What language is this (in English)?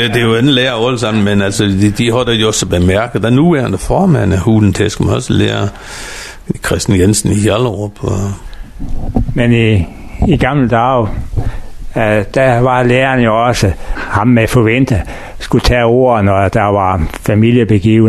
Danish